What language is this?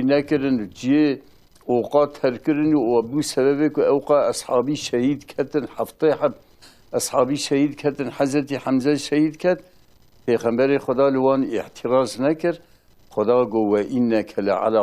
Kurdish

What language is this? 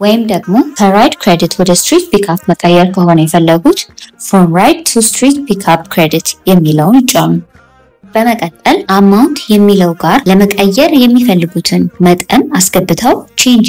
Amharic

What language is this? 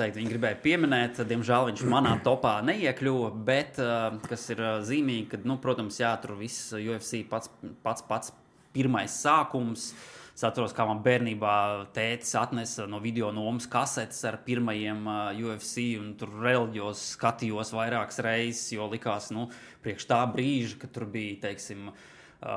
Latvian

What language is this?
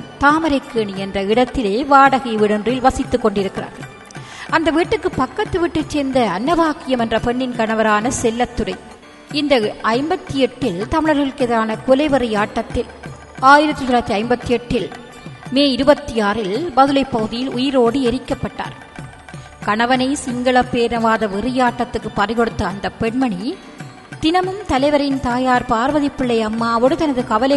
Tamil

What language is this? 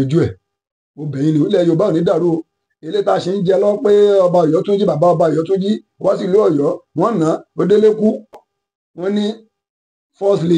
Yoruba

